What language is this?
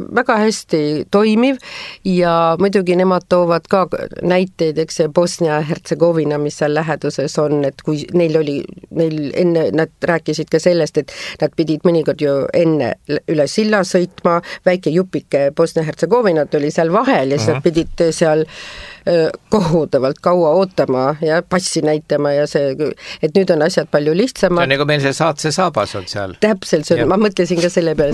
Estonian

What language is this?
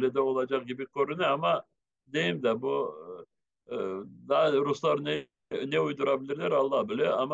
Crimean Tatar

